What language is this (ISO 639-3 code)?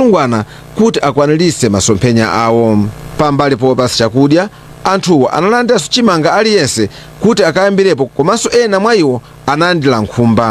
nya